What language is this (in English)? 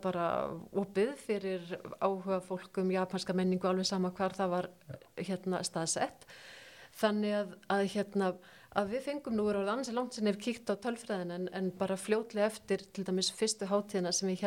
Icelandic